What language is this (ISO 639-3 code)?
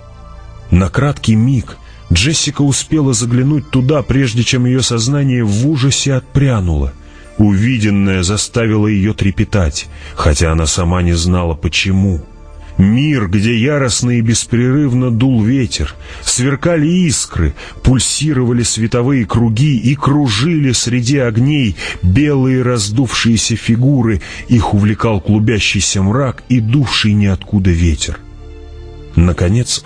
rus